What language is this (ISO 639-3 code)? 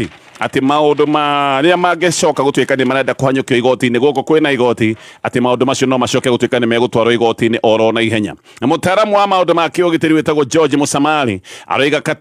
kik